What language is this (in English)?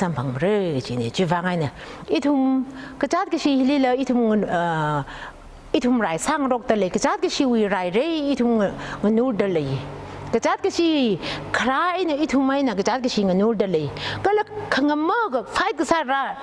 Tangkhul Naga (India)